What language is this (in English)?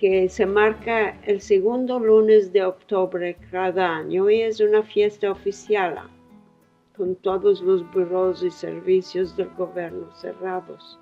Ladino